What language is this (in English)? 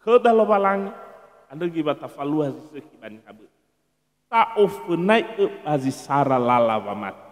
Nias